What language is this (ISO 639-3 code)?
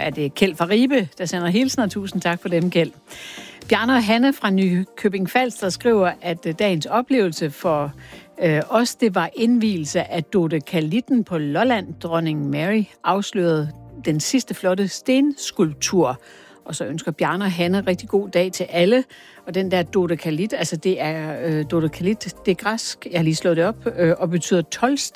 dan